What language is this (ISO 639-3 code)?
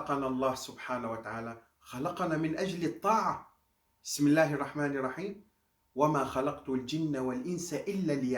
kur